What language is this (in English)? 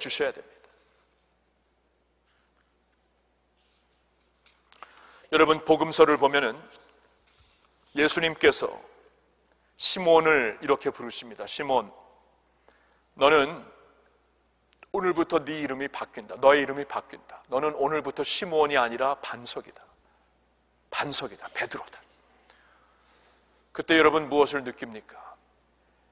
Korean